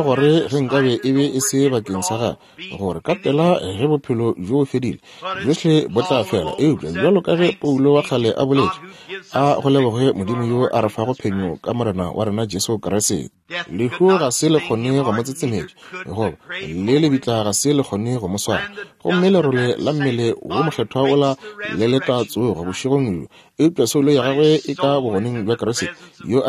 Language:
Northern Sotho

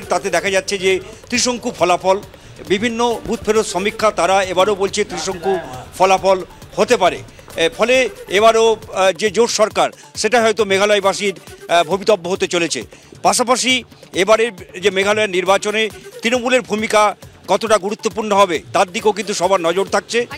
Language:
Bangla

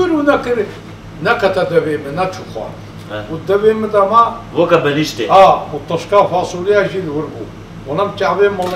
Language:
Kurdish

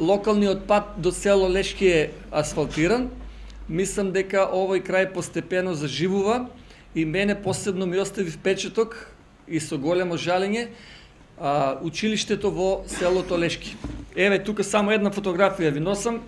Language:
Macedonian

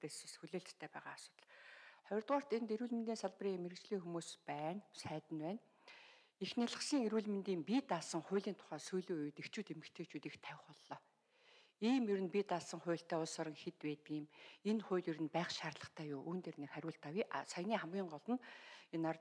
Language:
Mongolian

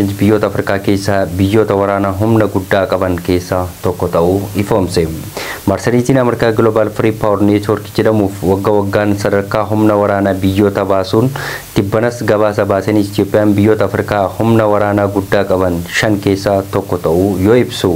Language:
Oromo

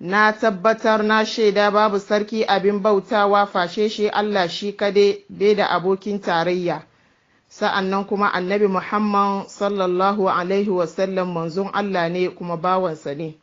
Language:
Hausa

